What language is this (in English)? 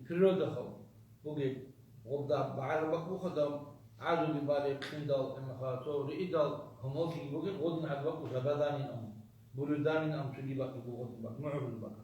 Avaric